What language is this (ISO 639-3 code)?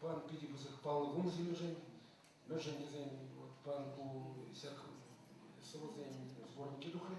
chv